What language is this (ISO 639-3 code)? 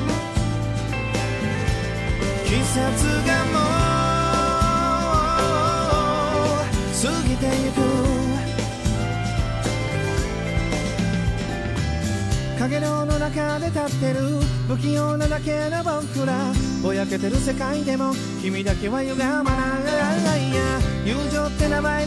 jpn